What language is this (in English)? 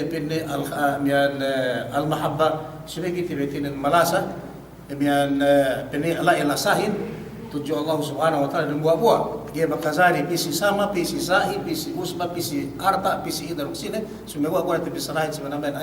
Yakan